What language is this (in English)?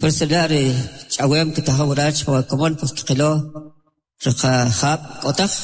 Kʼicheʼ